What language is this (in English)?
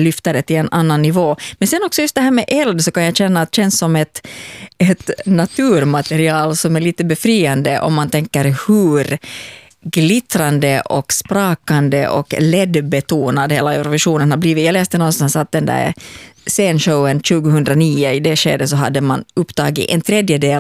Swedish